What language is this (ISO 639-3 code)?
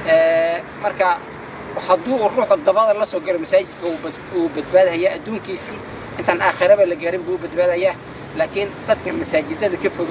som